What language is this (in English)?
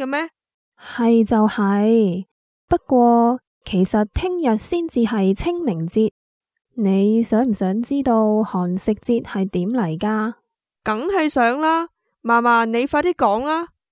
Cantonese